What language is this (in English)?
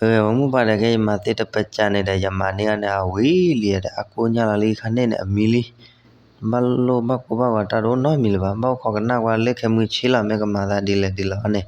S'gaw Karen